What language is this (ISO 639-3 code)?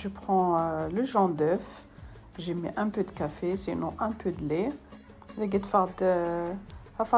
kab